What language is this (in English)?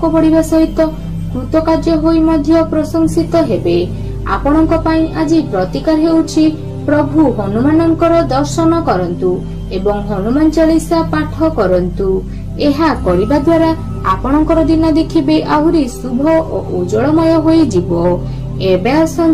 Odia